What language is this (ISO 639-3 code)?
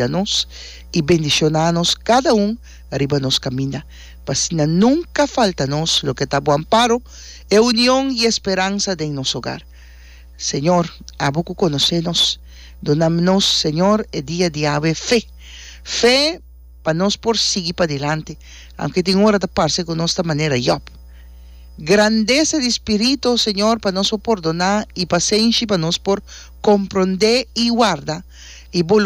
pap